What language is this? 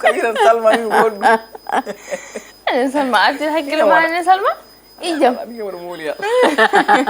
Fula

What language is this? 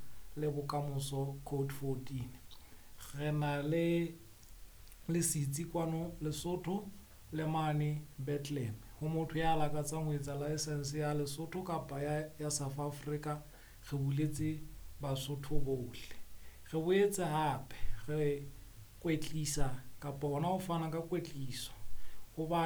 Southern Sotho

